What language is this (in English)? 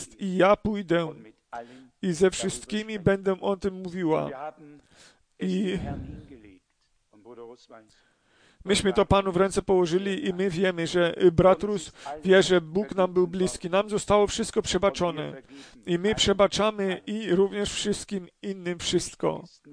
Polish